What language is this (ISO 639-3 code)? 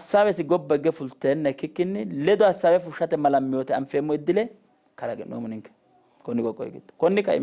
sid